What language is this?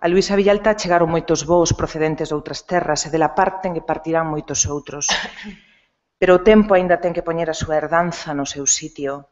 Galician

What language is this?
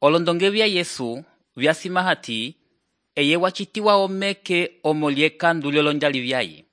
Umbundu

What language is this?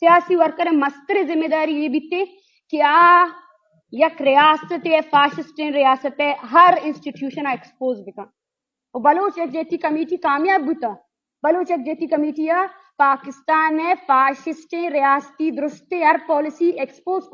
Eastern Balochi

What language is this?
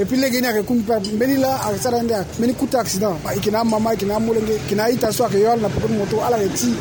Sango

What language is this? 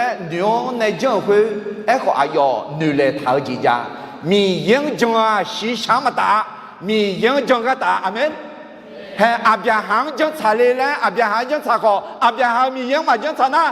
Akha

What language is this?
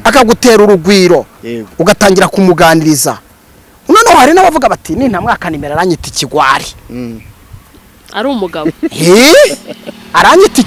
Kinyarwanda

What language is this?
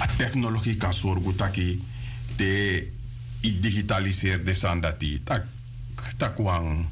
Sranan Tongo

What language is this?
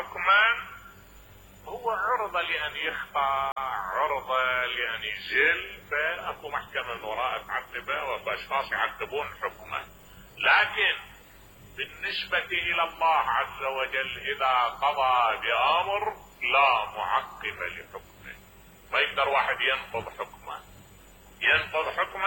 Mesopotamian Arabic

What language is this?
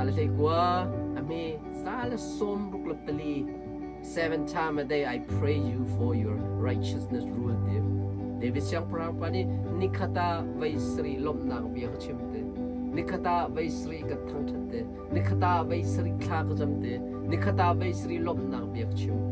Hakha Chin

